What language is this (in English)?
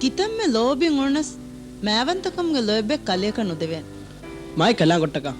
Divehi